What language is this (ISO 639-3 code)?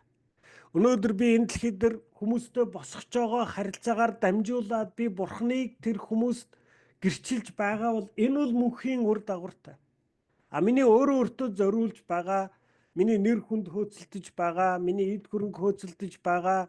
mon